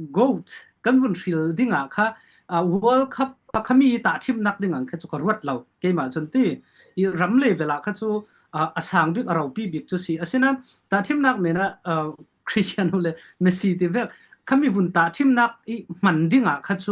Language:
Falam Chin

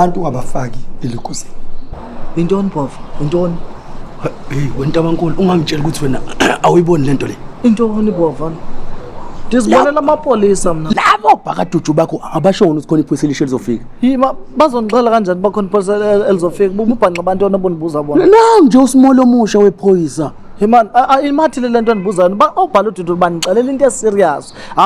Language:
Zulu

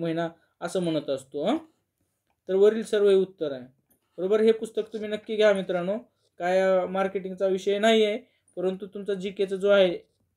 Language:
Marathi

